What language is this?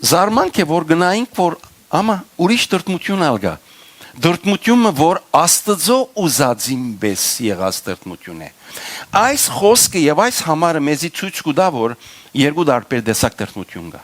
Western Armenian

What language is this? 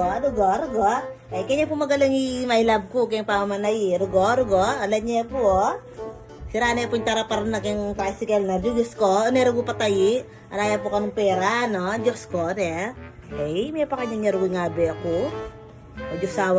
Pampanga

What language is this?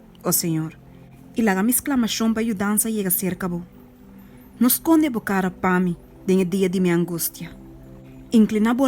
Papiamento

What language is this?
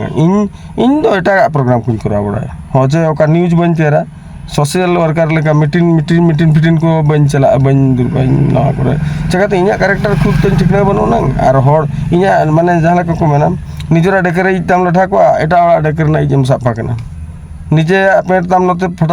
Santali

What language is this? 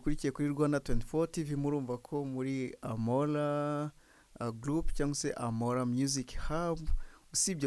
Kinyarwanda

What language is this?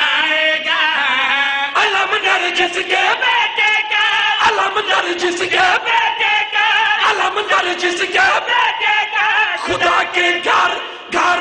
Urdu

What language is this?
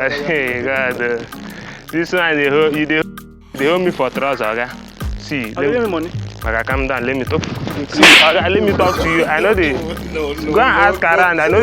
Nigerian Pidgin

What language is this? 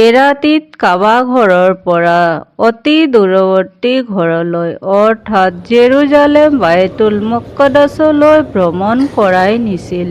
Assamese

